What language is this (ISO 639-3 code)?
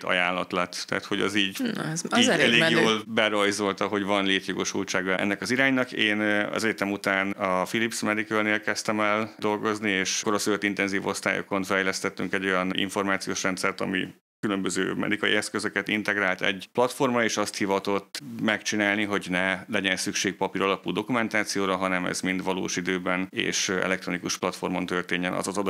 hun